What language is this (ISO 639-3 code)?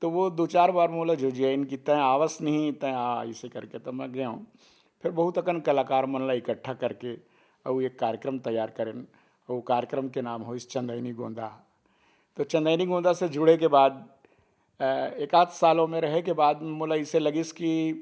hne